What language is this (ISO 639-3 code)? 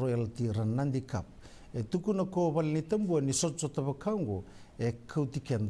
fij